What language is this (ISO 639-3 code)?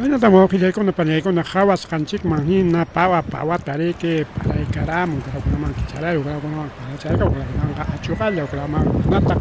quy